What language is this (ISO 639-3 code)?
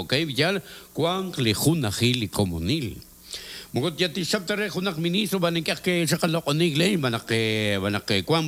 kek